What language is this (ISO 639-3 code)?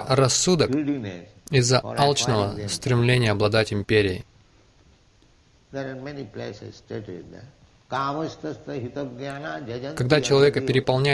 rus